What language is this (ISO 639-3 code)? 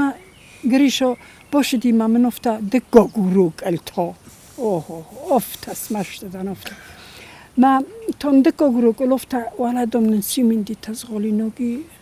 oss